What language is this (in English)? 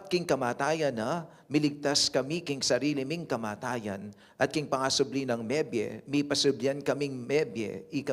Pampanga